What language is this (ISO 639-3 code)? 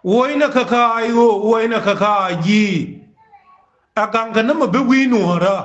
nus